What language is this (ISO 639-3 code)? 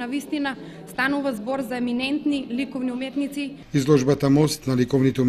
mkd